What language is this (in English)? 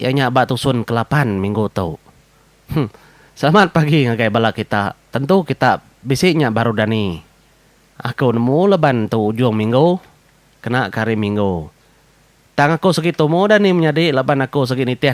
Iban